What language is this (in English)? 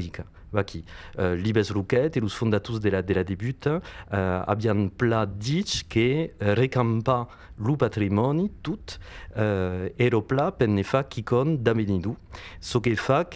Occitan